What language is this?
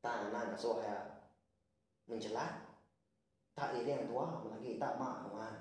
Iban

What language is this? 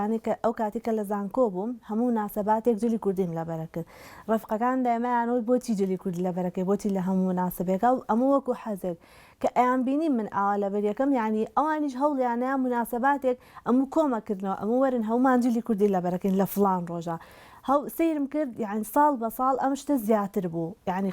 Central Kurdish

